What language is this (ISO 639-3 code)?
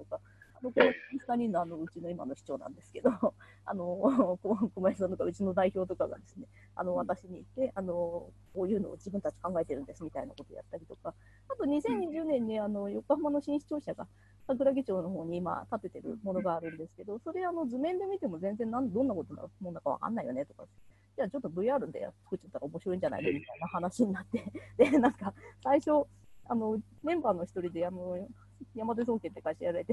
jpn